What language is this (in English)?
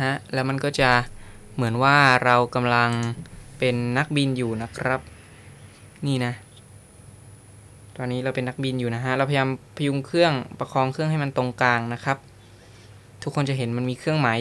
Thai